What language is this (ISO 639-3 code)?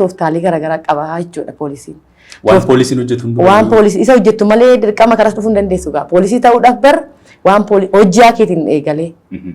orm